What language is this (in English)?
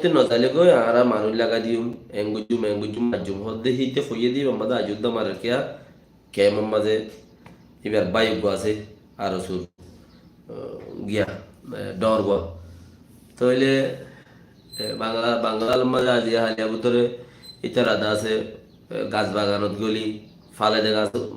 Rohingya